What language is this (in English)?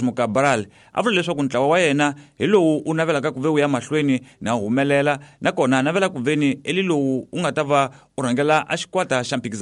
Tsonga